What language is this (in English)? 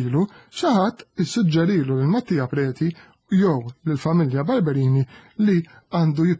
Maltese